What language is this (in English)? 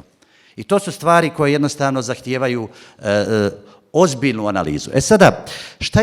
Bosnian